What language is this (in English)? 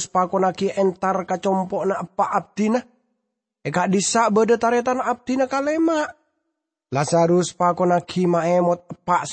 Madurese